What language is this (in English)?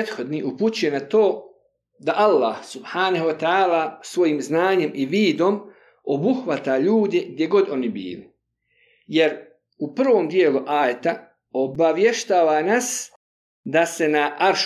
Bosnian